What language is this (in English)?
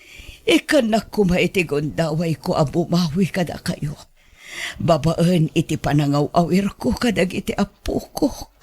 Iloko